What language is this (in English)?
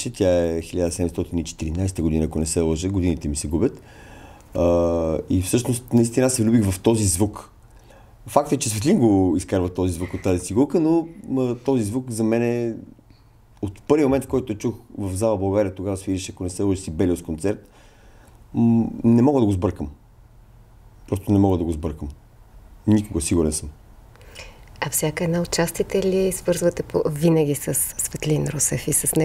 Bulgarian